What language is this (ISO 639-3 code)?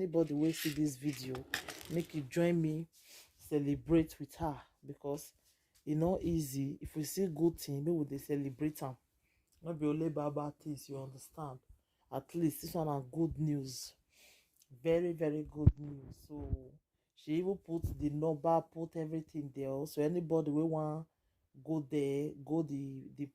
pcm